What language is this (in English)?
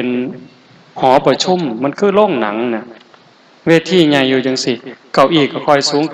Northeastern Thai